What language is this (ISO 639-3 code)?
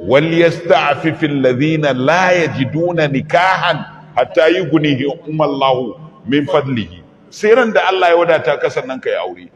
hau